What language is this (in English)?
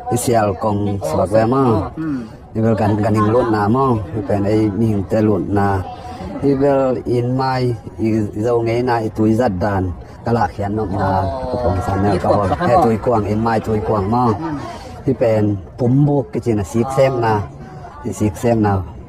Tedim Chin